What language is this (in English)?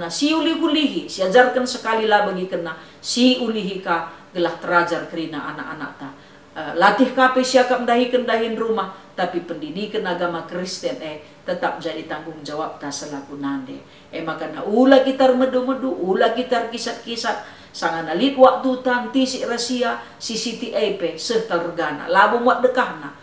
Batak Karo